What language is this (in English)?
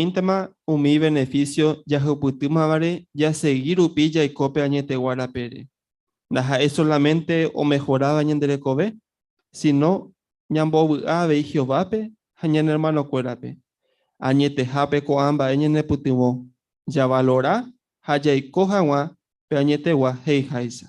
Guarani